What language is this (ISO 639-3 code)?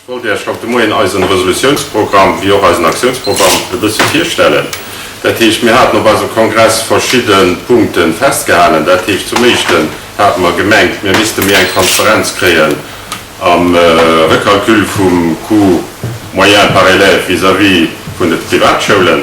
ltz